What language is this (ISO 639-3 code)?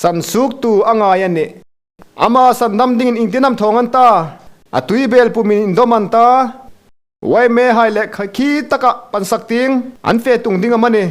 hmr